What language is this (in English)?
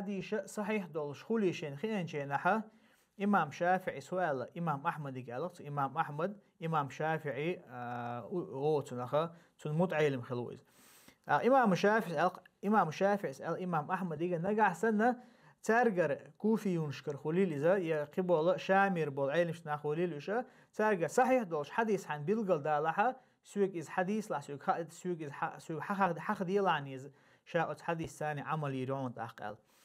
Chechen